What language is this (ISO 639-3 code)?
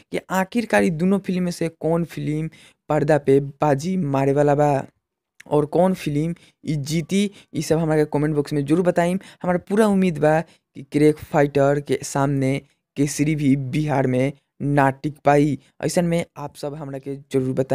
bho